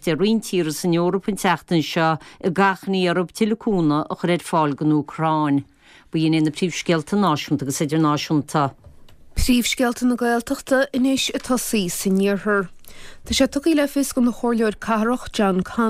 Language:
Irish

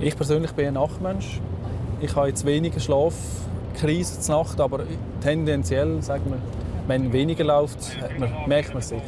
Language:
Swiss German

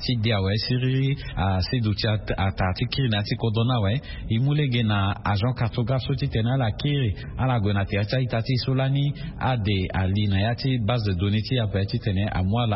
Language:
Sango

